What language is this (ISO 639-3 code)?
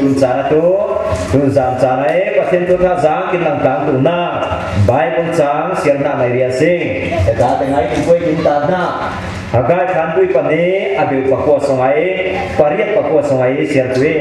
cfm